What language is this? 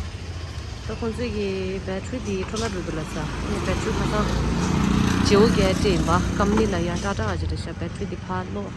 Tibetan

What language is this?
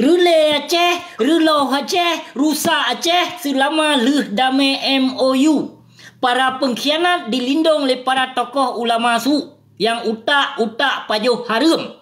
Achinese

